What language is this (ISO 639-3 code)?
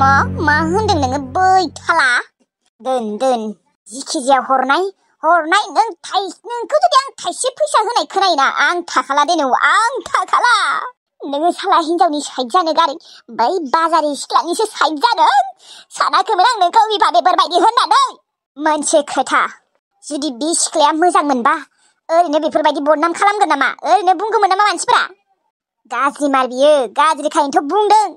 brx